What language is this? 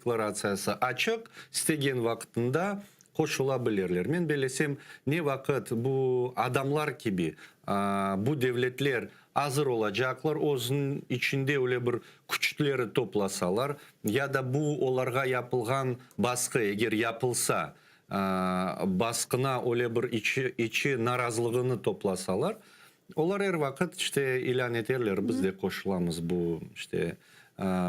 Crimean Tatar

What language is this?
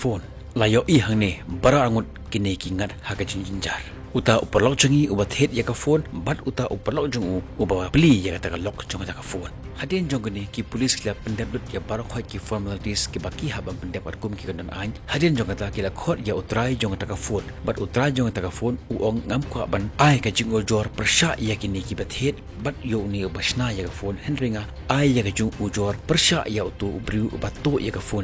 Khasi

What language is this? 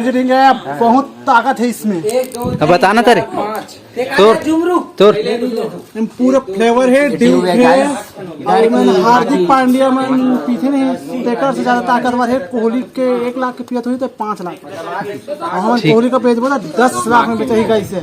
Chhattisgarhi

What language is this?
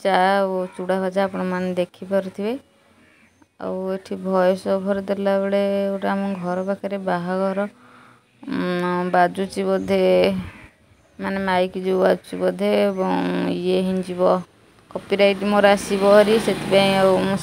Odia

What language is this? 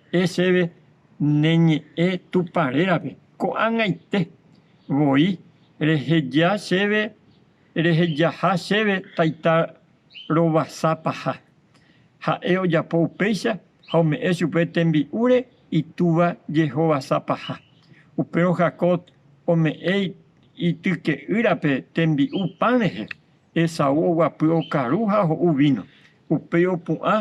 Guarani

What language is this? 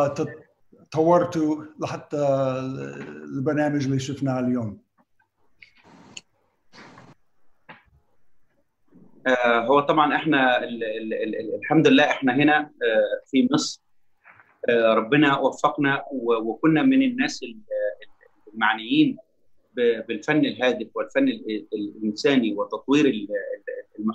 Egyptian Arabic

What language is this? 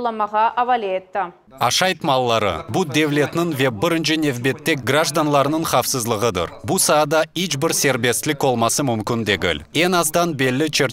Crimean Tatar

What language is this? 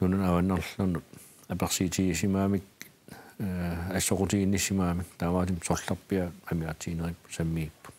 Kalaallisut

